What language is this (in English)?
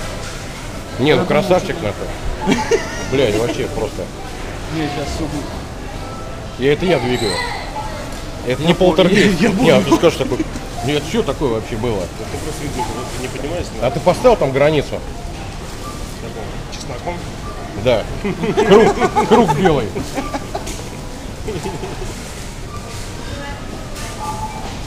Russian